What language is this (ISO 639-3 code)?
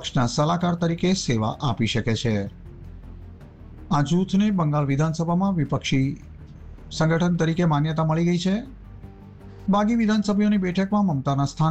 guj